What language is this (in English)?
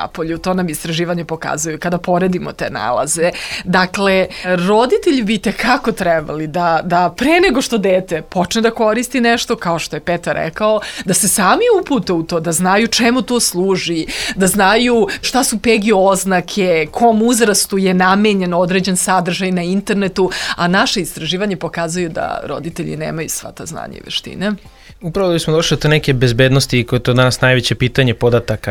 Serbian